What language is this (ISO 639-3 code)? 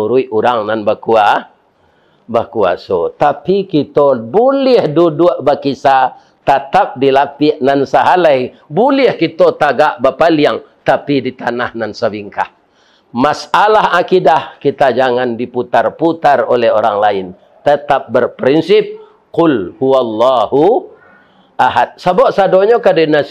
min